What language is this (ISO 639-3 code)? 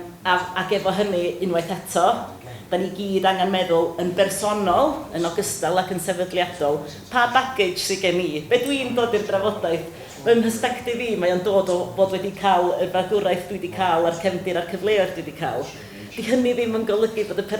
cym